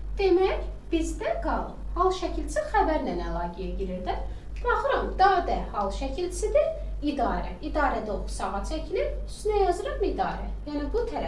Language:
Azerbaijani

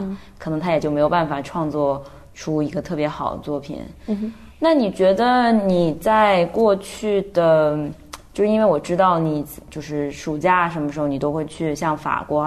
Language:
Chinese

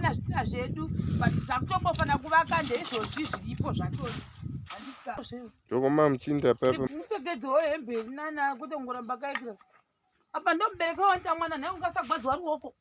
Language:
Shona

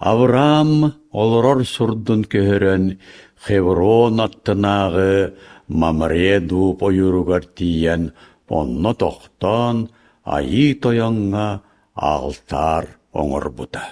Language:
Yakut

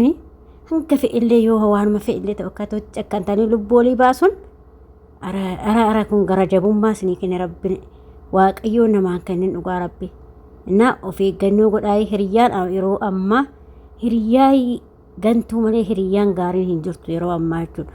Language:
Oromo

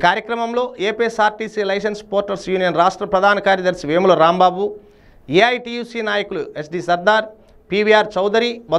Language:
Telugu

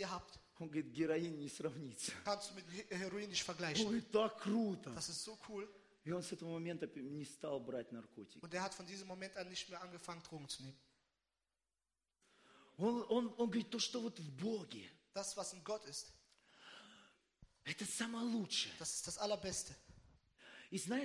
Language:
Russian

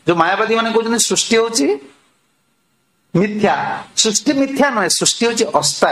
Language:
Odia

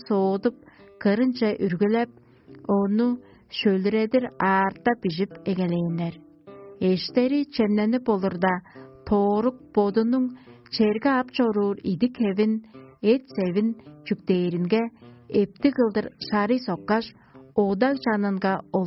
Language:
Tuvinian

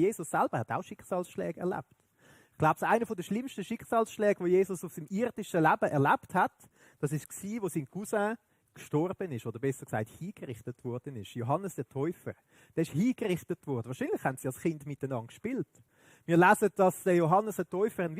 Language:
Swiss German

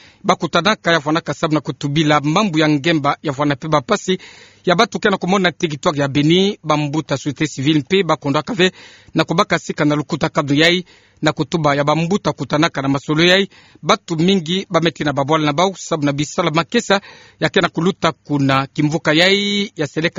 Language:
Kituba (Democratic Republic of Congo)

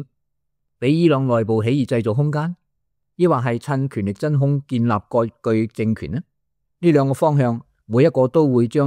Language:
Cantonese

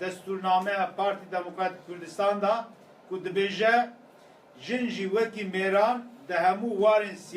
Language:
Kurdish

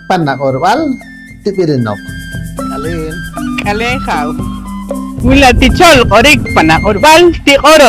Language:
Poqomchi'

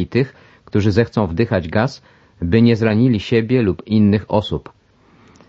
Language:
Polish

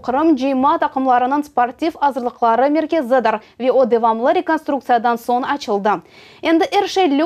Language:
Crimean Tatar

